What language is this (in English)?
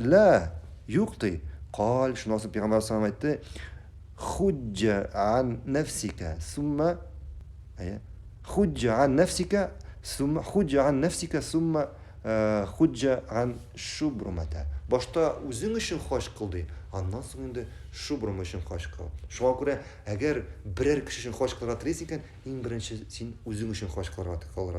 Tatar